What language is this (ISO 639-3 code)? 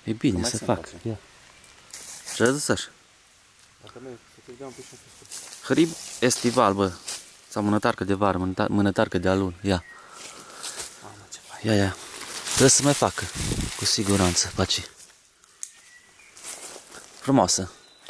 ron